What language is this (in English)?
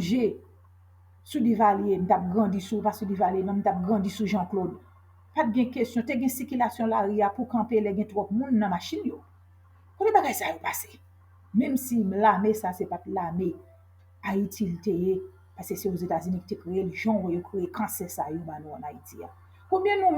Haitian Creole